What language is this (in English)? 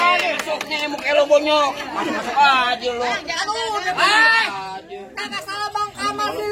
Betawi